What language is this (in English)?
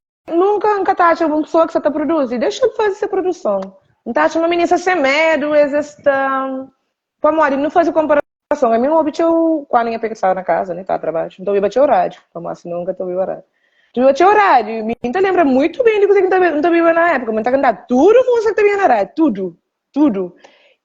Kabuverdianu